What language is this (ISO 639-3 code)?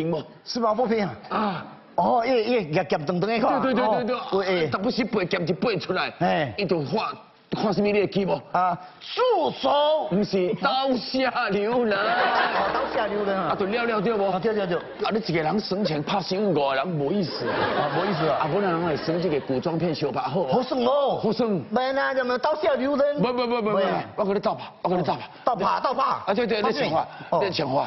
nan